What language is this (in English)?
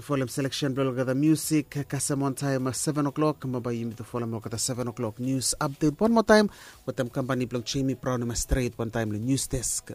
Bislama